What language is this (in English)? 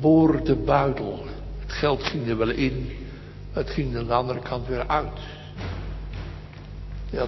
Dutch